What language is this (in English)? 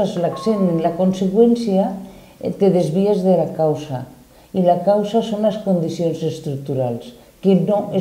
Catalan